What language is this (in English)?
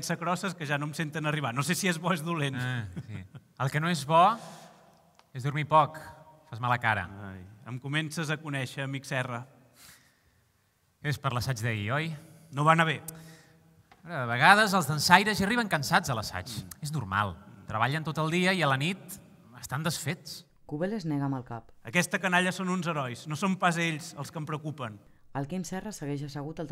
Catalan